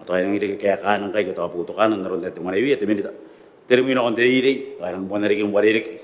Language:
Gilbertese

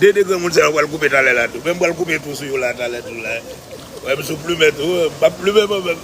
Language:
Haitian Creole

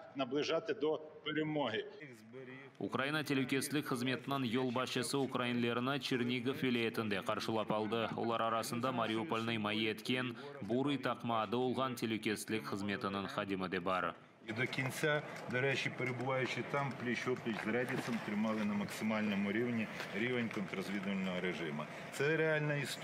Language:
Crimean Tatar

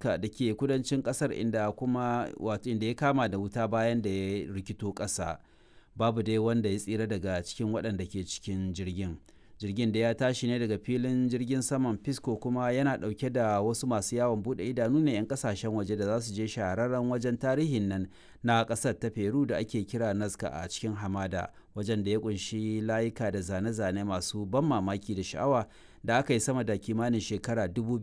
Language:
Hausa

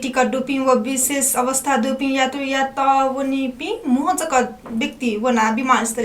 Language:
Newari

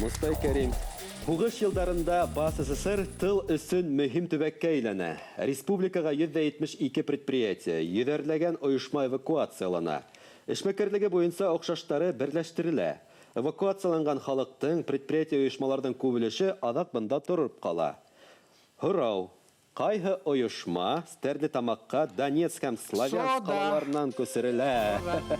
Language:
Bashkir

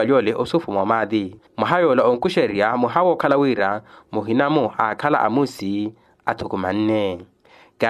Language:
Makhuwa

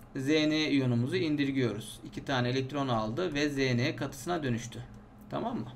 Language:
Turkish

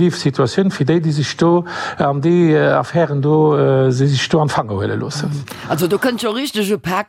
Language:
Luxembourgish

